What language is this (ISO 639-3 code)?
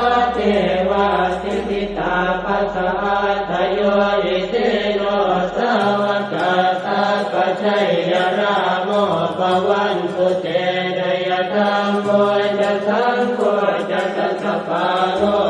pli